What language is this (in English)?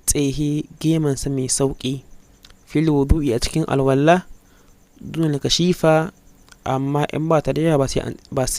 Hausa